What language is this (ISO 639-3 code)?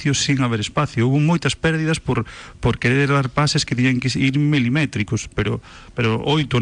glg